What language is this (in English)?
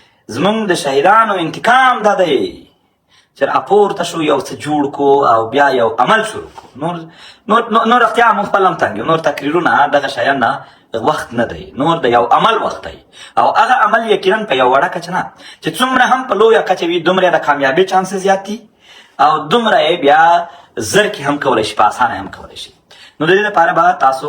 Pashto